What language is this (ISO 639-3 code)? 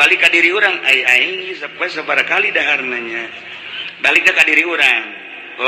sun